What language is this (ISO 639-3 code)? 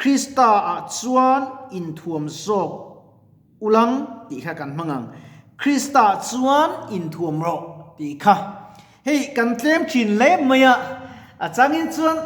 lus